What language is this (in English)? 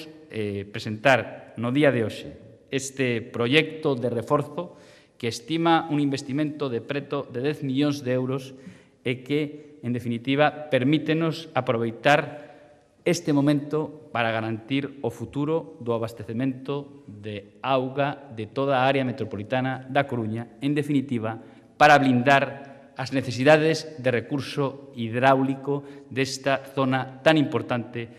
Galician